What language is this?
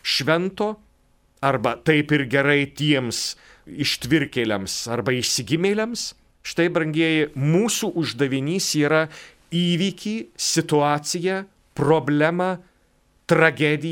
Lithuanian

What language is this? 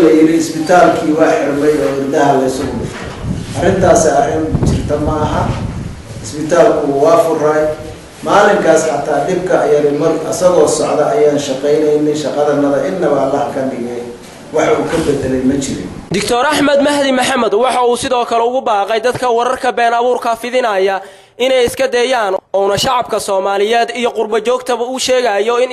Somali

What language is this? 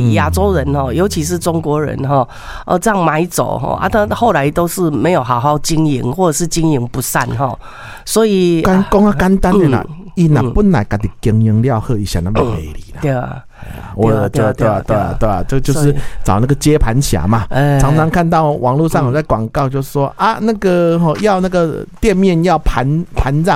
Min Nan Chinese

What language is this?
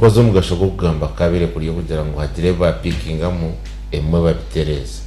Nyankole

